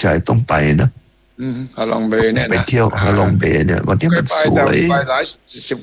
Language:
Thai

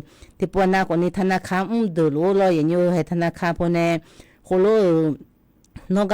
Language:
Akha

